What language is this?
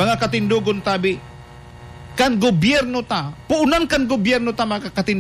Bikol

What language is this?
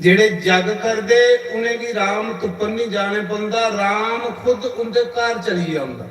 Dogri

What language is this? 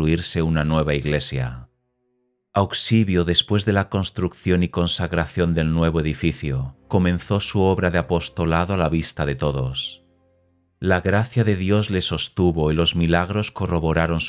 Spanish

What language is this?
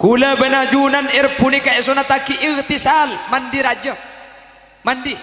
Madurese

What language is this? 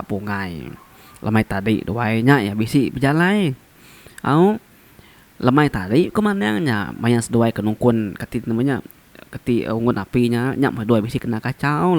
Iban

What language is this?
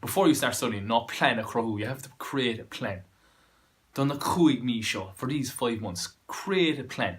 Irish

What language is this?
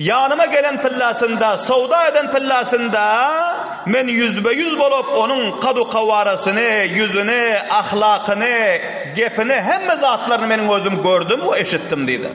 Turkmen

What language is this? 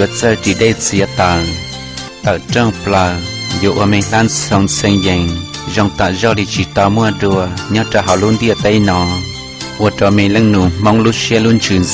Hmong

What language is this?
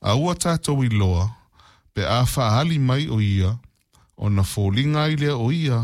Samoan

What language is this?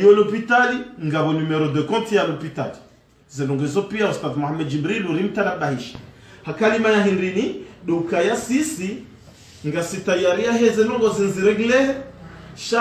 Ngazidja Comorian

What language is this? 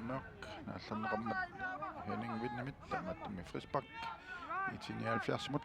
Kalaallisut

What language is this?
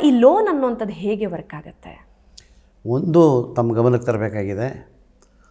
Kannada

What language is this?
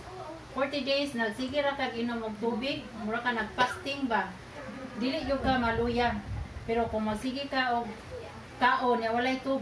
Cebuano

